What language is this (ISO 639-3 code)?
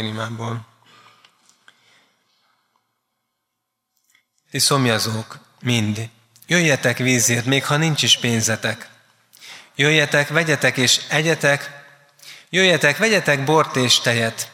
hun